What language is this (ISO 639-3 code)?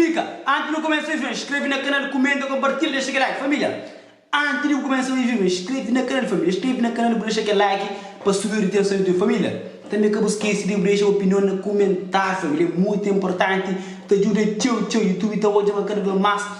kea